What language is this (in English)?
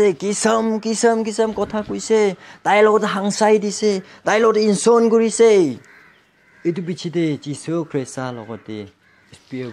Naga Pidgin